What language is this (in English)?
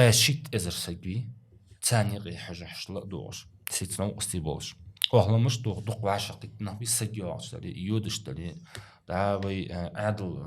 Ingush